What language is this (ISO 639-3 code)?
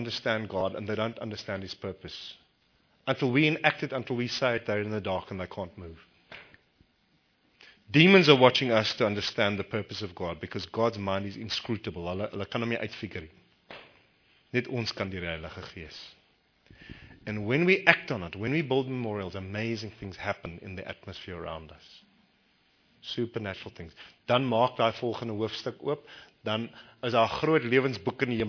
afr